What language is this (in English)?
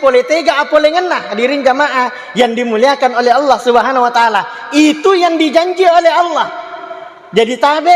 Buginese